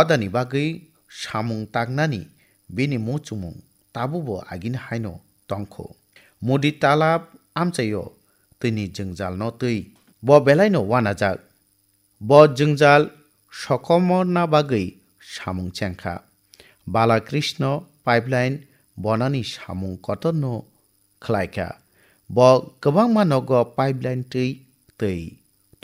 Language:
Kok Borok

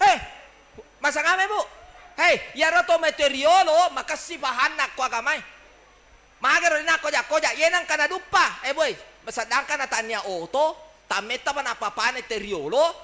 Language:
Buginese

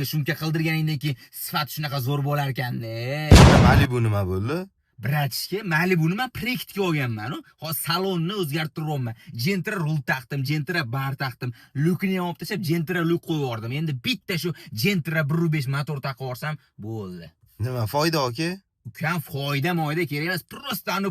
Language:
Uzbek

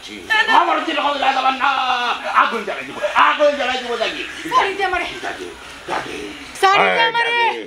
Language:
Sylheti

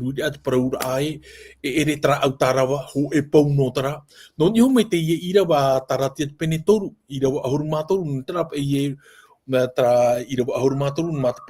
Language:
Tahitian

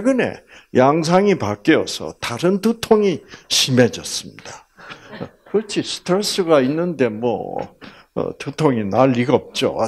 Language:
Korean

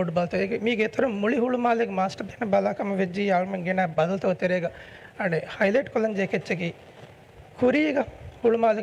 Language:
Divehi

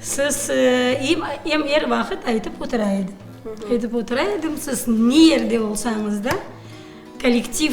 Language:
Crimean Tatar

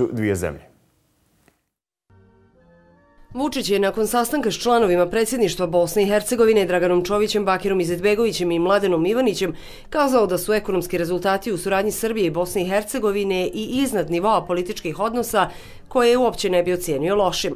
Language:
Bosnian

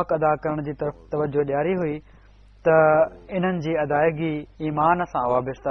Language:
Sindhi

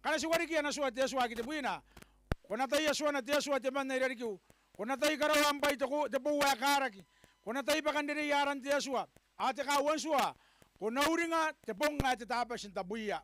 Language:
Gilbertese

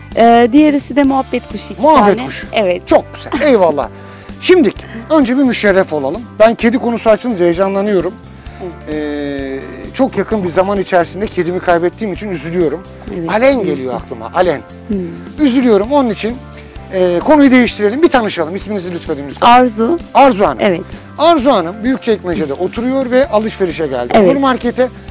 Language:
Turkish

